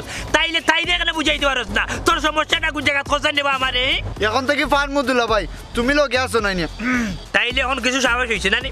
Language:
Sylheti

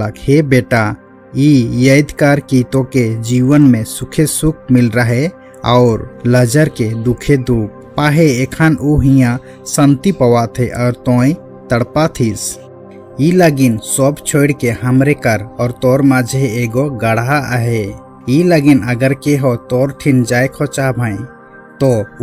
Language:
Sadri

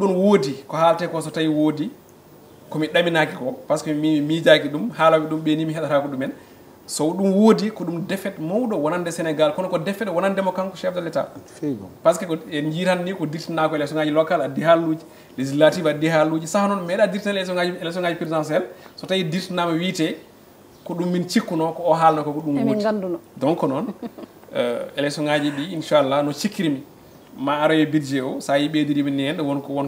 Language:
Fula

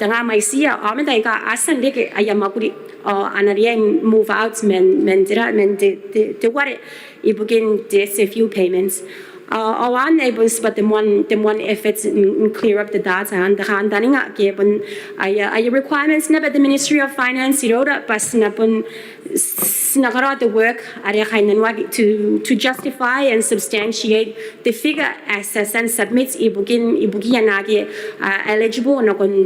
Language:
Gilbertese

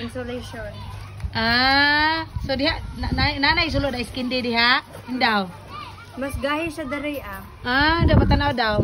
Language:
Cebuano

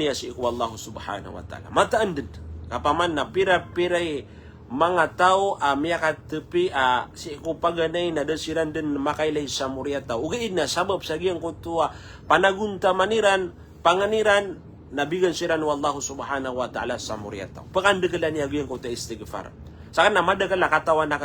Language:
Maranao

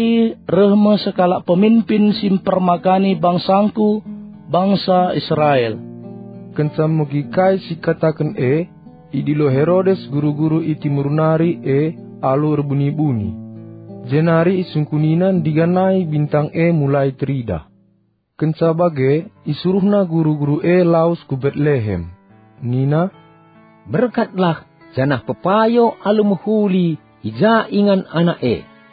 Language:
Batak Karo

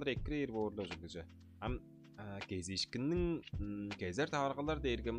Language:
Tuvinian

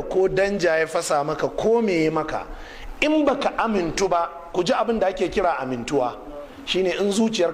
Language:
Hausa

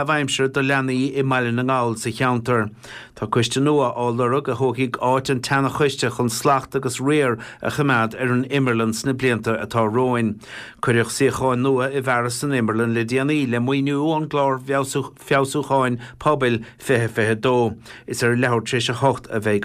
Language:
Irish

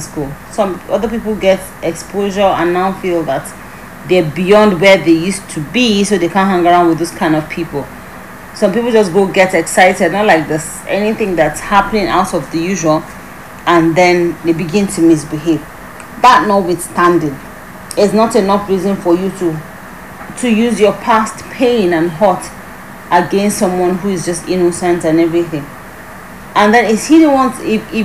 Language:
English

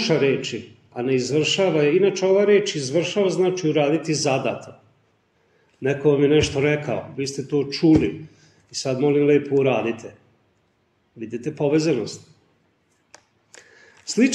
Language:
Serbian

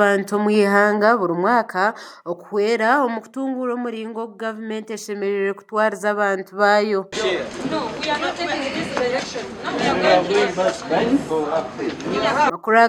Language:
Nyankole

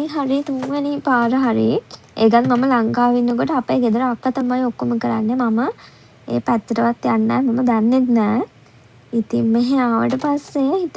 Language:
Sinhala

